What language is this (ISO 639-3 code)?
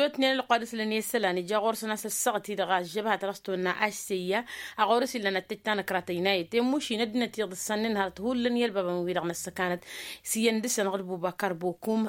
taq